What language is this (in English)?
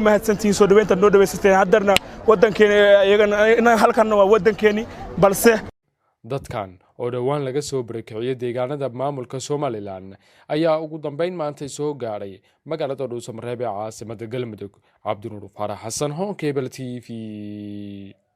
Somali